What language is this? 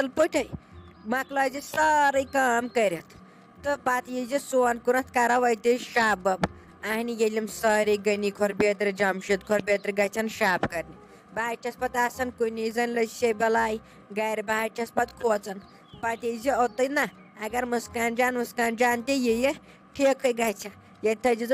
Kashmiri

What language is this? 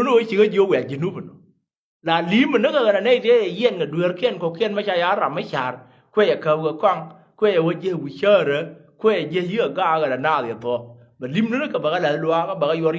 Nuer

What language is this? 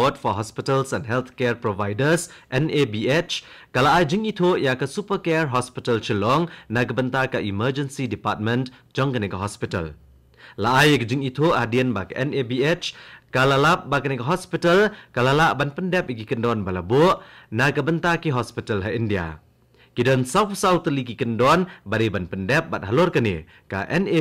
Khasi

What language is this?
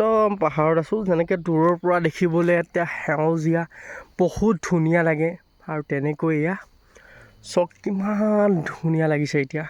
Assamese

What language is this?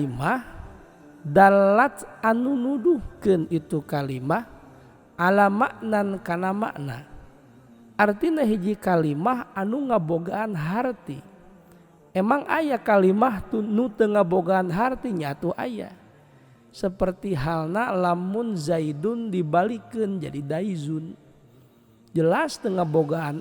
Sundanese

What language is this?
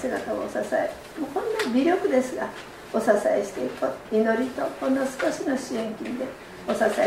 Japanese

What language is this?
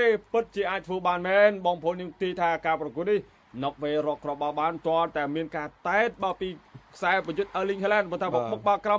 Khmer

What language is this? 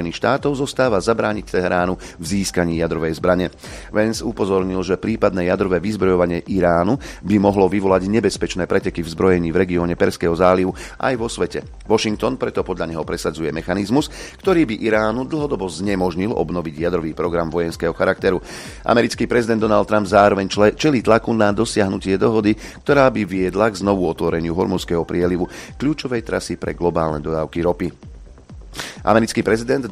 Slovak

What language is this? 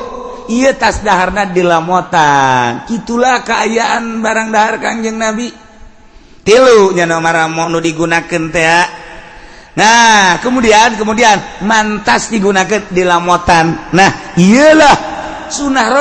Sundanese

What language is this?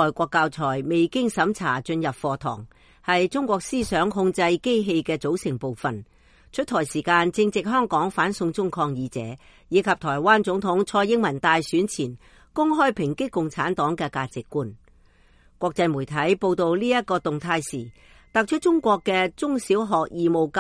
Cantonese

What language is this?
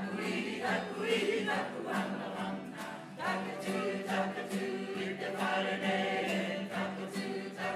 Māori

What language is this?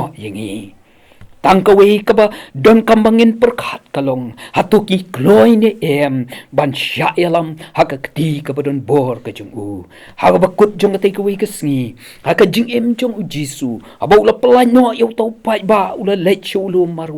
Khasi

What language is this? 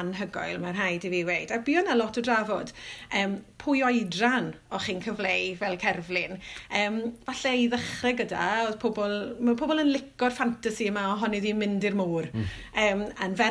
Welsh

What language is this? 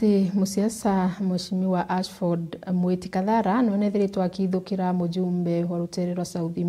Meru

